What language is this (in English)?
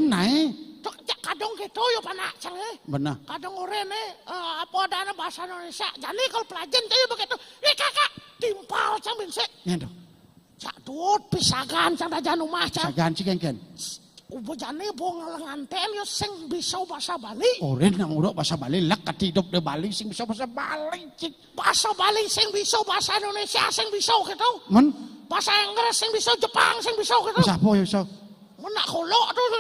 Balinese